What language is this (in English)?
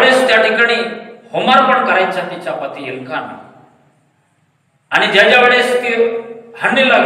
Marathi